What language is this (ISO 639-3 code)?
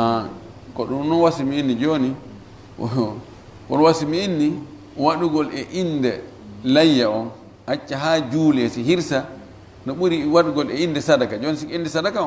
ful